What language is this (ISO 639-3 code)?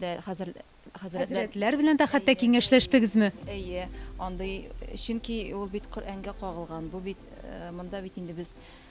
tat